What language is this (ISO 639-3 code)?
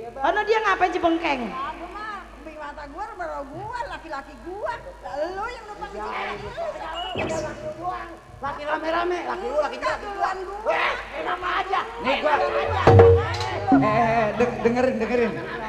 bew